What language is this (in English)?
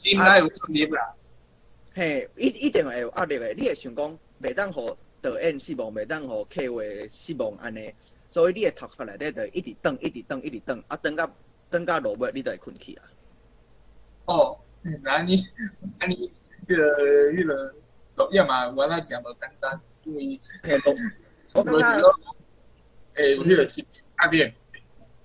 Min Nan Chinese